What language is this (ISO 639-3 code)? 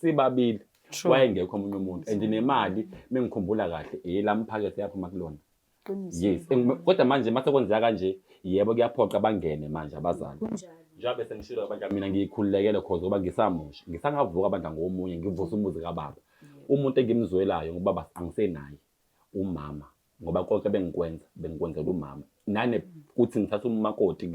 zul